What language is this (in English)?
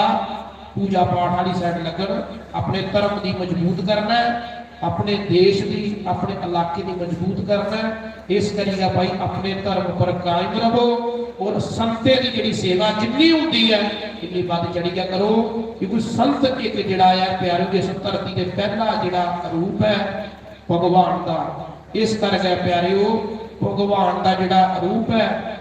Dogri